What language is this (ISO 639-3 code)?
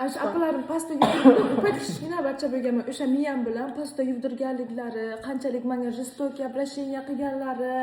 uzb